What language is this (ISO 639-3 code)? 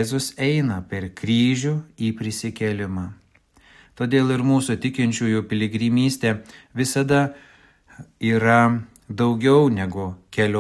lit